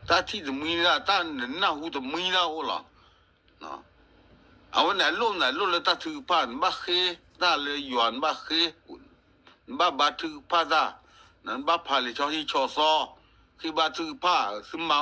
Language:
S'gaw Karen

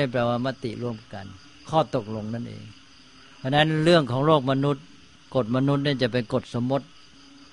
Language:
Thai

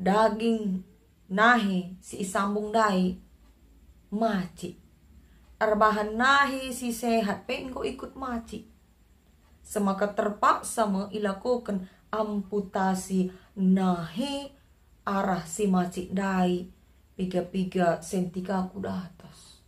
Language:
Batak Karo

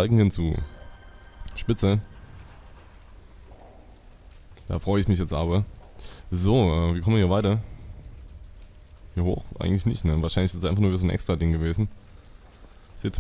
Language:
German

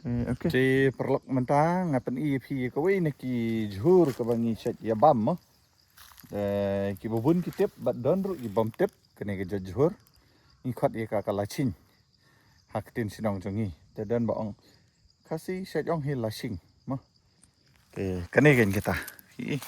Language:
Khasi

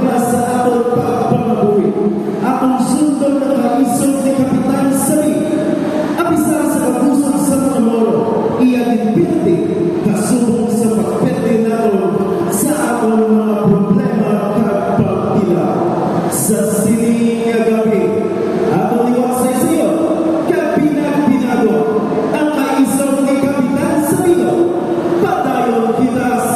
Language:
Hiligaynon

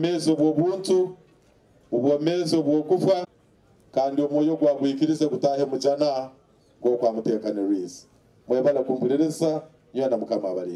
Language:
Nyoro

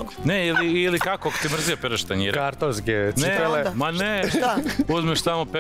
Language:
Serbian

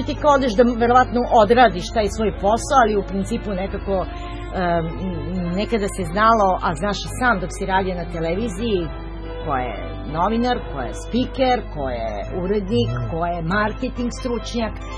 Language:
Serbian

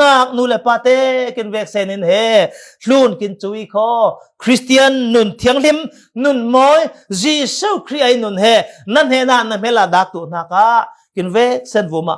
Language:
Falam Chin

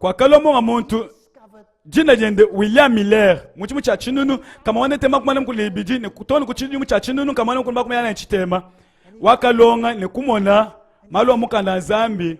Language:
Luba-Lulua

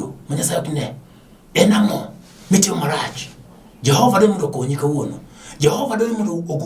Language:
Luo (Kenya and Tanzania)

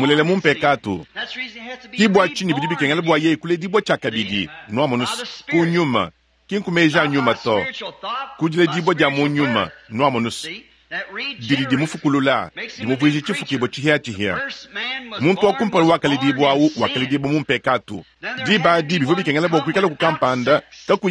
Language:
Luba-Lulua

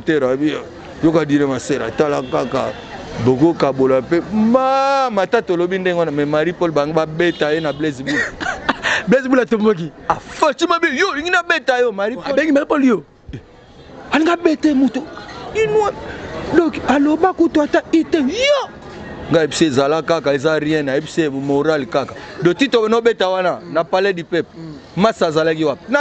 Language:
Lingala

